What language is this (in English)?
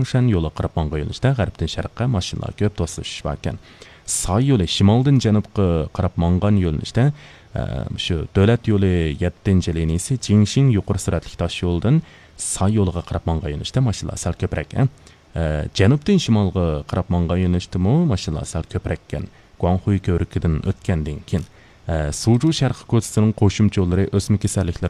Uyghur